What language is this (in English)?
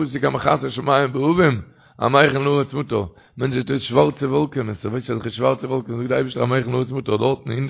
Yiddish